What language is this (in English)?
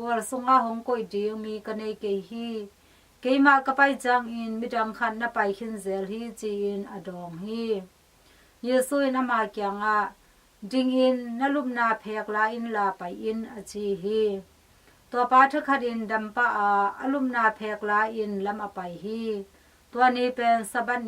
Tedim Chin